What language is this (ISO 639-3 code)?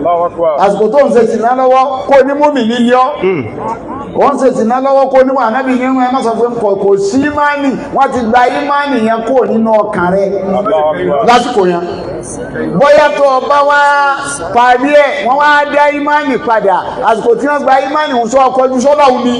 yor